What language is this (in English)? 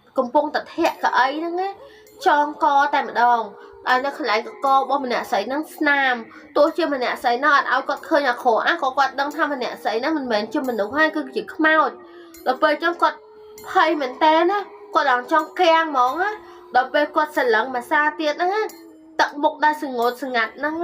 Khmer